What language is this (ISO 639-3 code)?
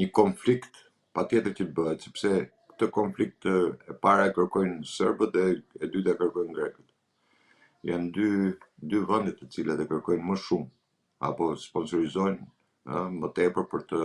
sqi